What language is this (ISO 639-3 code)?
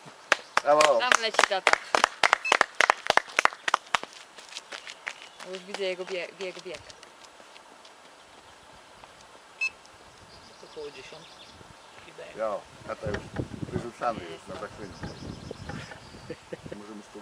pol